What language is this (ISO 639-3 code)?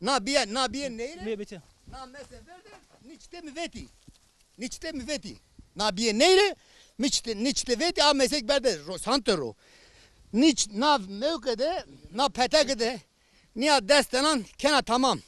zza